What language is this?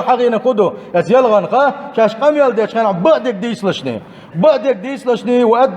Chechen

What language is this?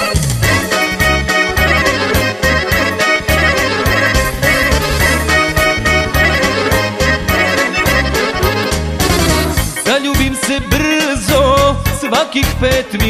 Croatian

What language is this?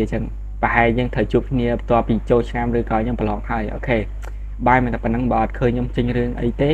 Khmer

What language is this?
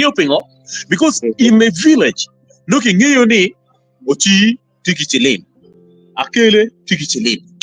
Acoli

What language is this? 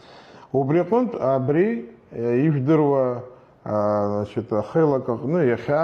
Abkhazian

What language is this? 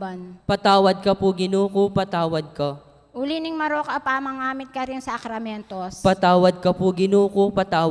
Pampanga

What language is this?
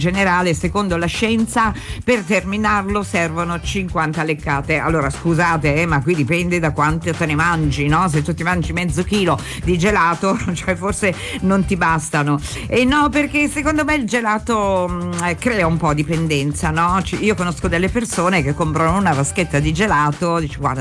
Italian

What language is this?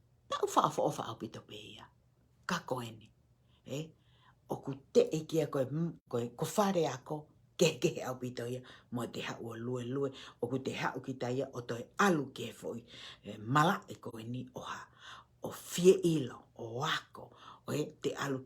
Tongan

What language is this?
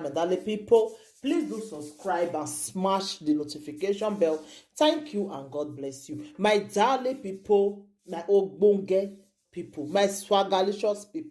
Nigerian Pidgin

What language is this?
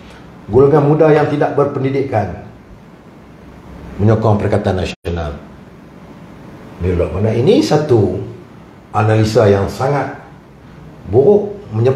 Malay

